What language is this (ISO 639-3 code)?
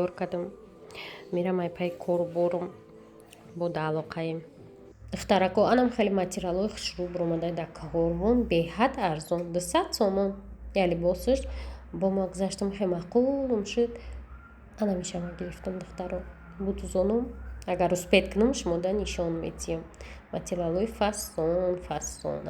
tgk